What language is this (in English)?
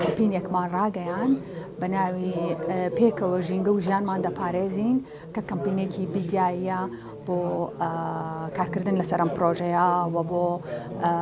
Central Kurdish